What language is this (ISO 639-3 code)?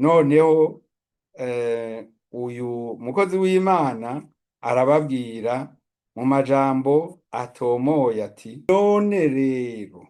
run